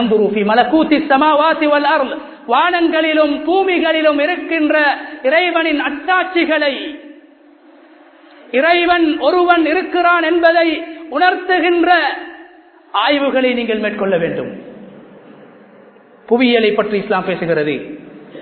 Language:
Tamil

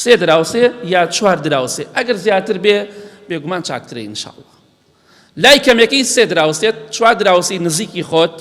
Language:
Central Kurdish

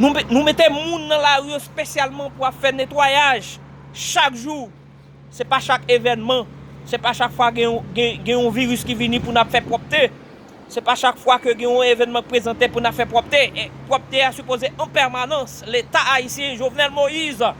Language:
Haitian Creole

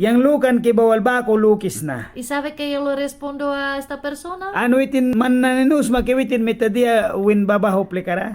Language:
Mískito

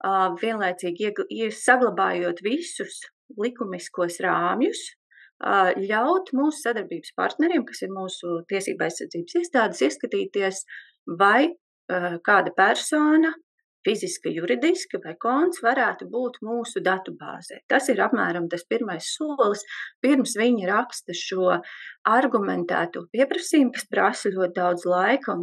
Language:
Latvian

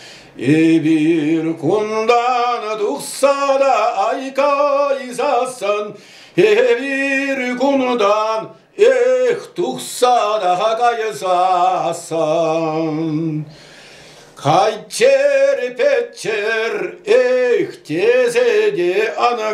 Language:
Chuvash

